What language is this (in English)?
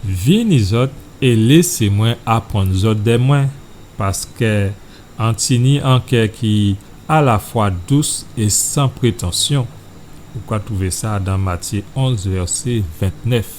Guadeloupean Creole French